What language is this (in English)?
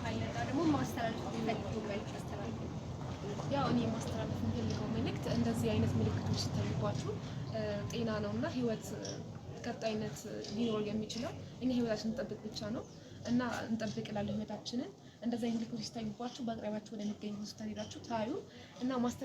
Amharic